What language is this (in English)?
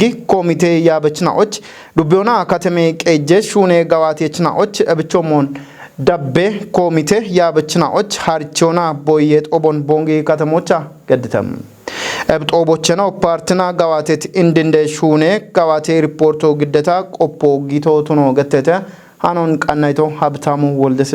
Kafa